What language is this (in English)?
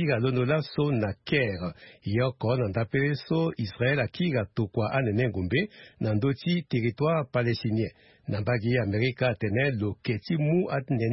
Sango